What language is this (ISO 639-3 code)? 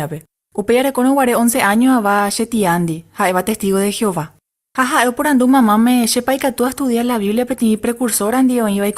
grn